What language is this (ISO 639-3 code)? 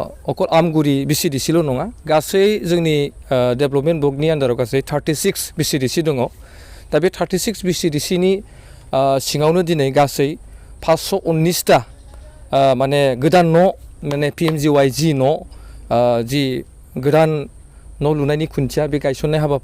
brx